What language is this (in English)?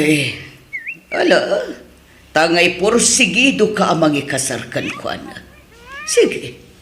Iloko